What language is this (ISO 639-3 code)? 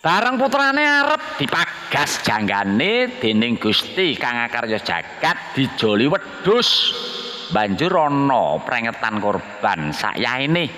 jav